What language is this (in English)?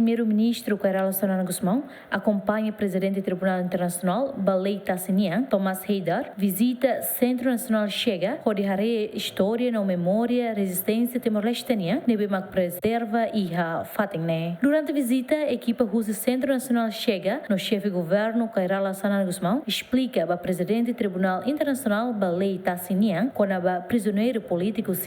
Tetum